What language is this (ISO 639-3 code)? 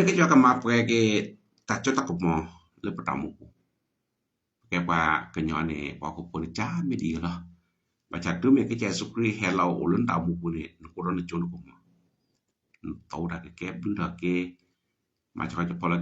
ksw